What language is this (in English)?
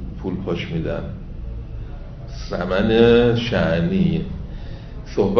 Persian